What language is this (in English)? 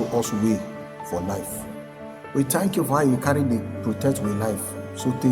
Nigerian Pidgin